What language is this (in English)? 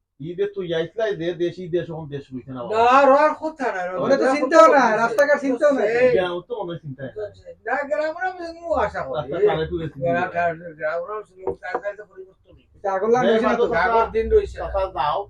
Sylheti